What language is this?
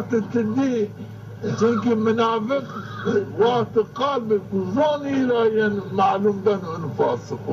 Zaza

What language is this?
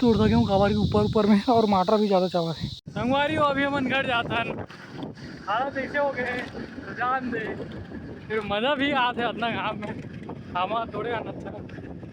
Chhattisgarhi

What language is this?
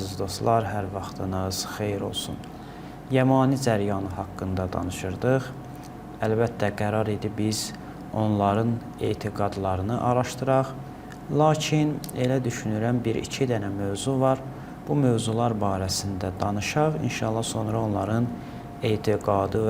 Azerbaijani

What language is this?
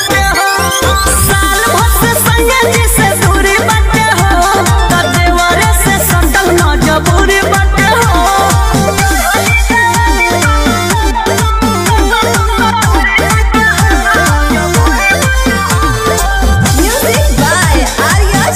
Bhojpuri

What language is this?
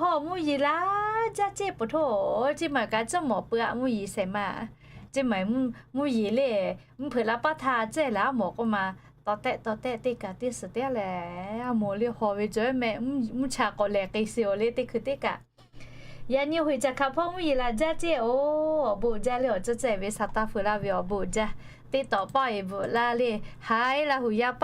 Lahu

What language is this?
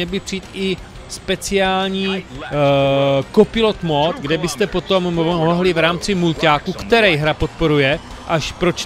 Czech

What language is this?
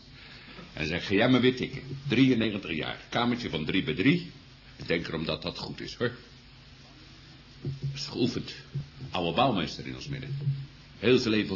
Dutch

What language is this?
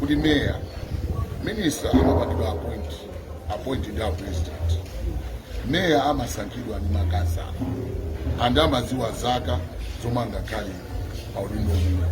Nyanja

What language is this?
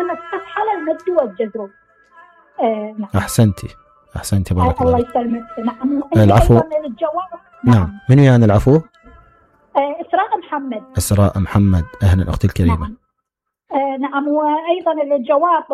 Mesopotamian Arabic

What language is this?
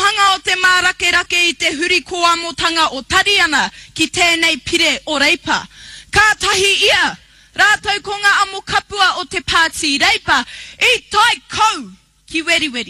Māori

